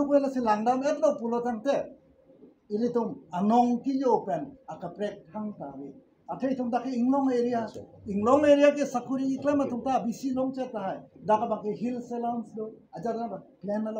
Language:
Karbi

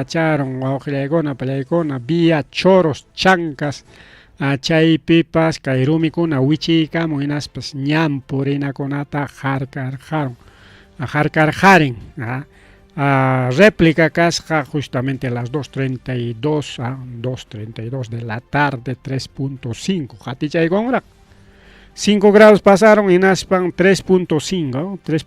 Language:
Ayacucho Quechua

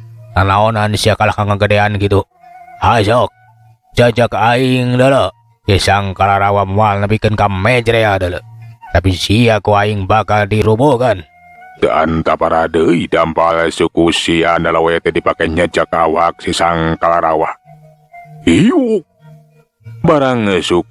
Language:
Sundanese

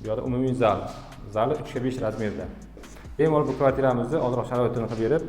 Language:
Uzbek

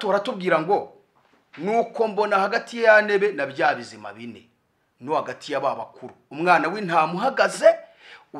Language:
Kinyarwanda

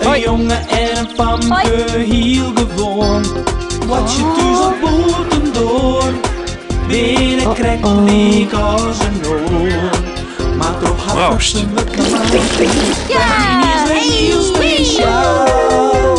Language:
Western Frisian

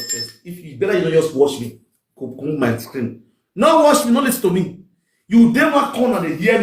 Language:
Nigerian Pidgin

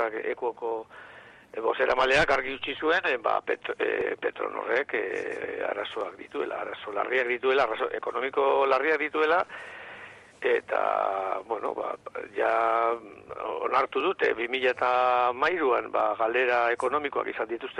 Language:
Basque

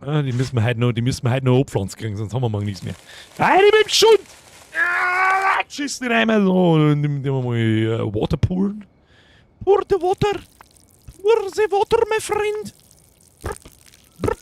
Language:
Bavarian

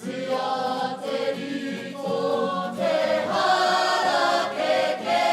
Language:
Māori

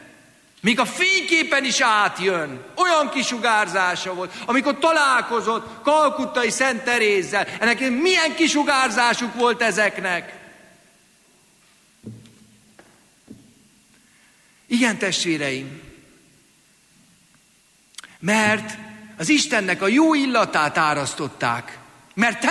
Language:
Hungarian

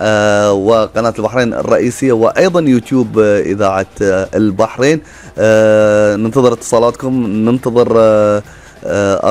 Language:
Gulf Arabic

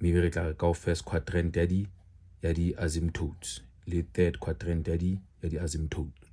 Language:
Southern Sotho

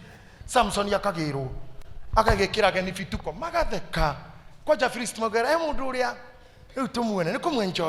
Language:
Kikuyu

